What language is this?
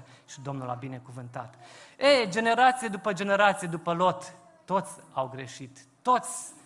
Romanian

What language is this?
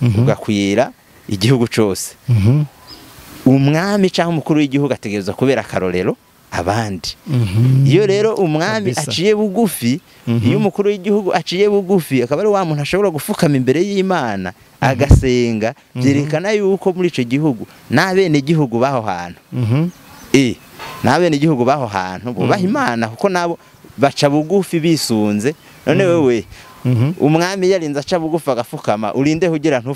Rundi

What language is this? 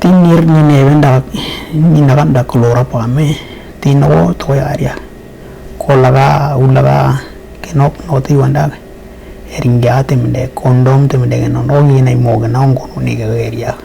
Western Dani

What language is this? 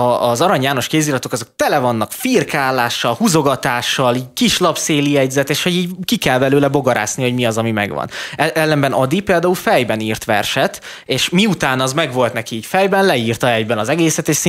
Hungarian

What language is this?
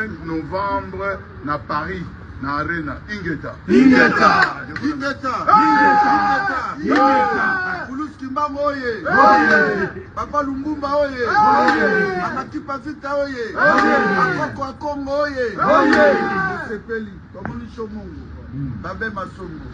Lingala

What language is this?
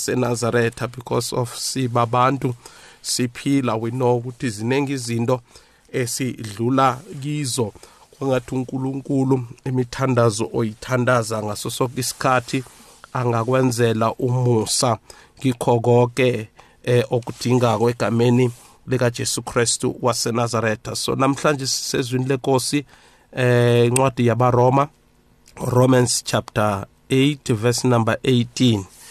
South Ndebele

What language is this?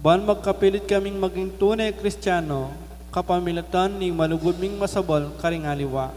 Pampanga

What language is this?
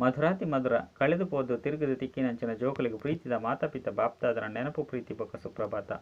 Tulu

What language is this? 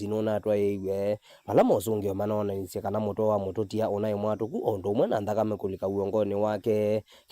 Kamba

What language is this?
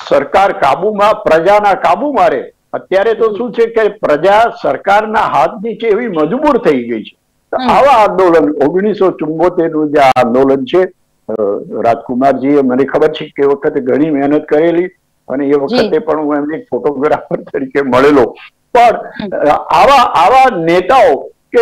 Gujarati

